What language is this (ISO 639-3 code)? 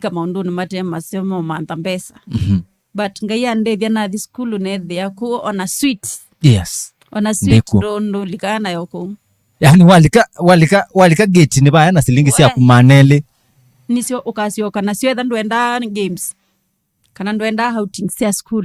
kam